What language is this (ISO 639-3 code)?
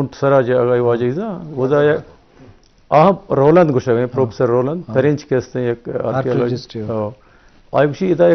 bgp